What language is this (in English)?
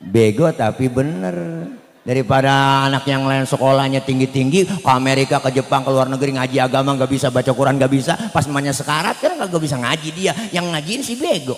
Betawi